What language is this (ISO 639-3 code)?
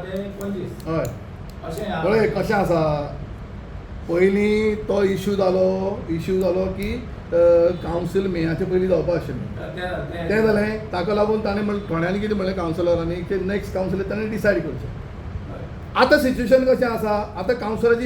kok